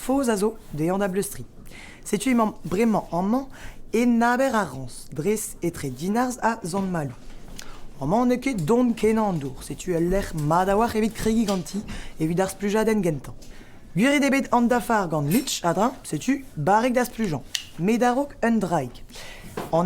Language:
Breton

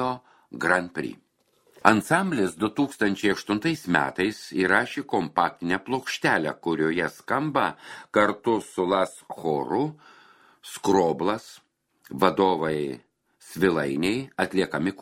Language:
Lithuanian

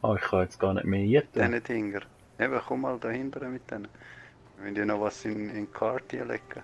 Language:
Swiss German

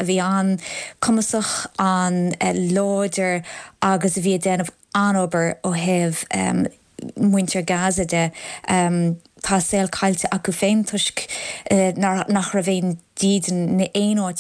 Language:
Irish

